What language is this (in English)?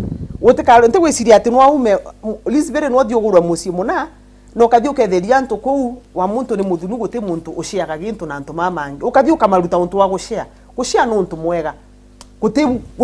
Meru